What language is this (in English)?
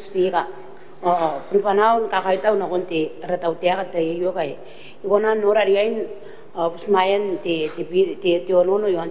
Gilbertese